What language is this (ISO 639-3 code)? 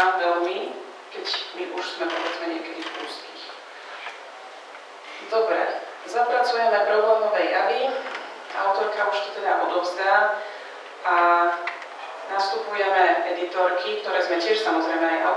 slk